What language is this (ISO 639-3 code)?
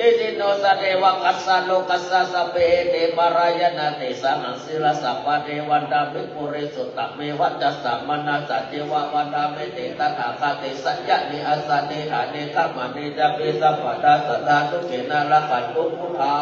pli